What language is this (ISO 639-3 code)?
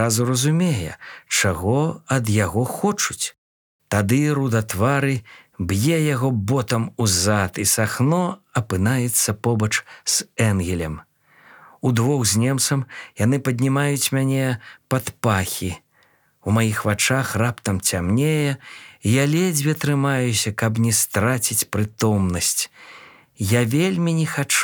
bel